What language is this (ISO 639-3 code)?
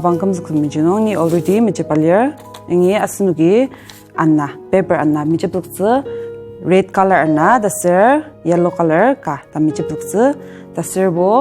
njo